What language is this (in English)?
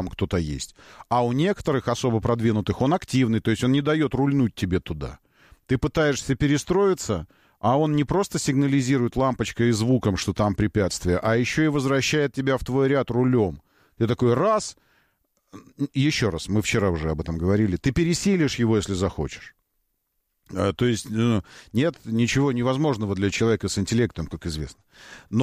Russian